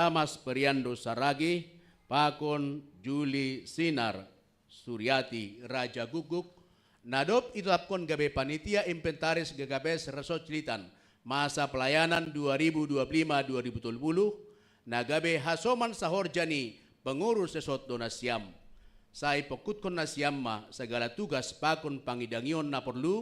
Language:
Batak Simalungun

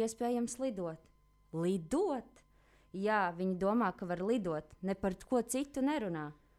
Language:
Latvian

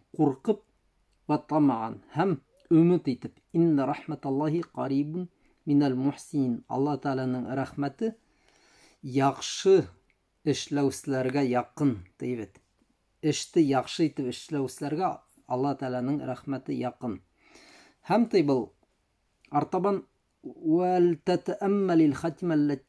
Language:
Bashkir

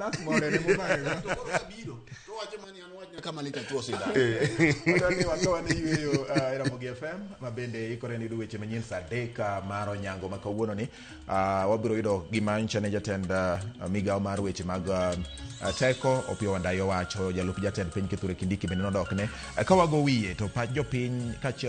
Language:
Luo (Kenya and Tanzania)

